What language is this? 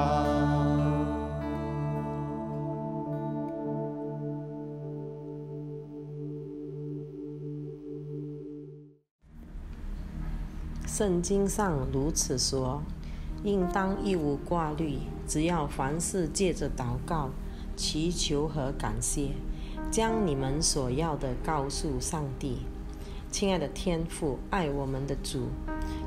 Chinese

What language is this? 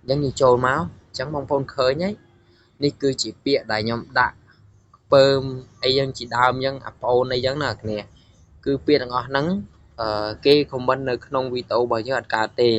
Khmer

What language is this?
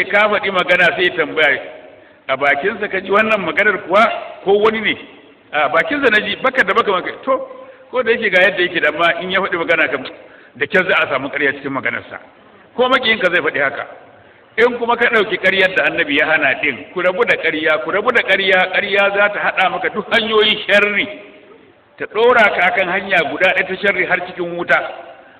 Hausa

